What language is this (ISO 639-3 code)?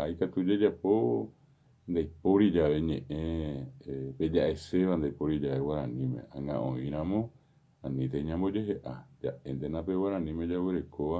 grn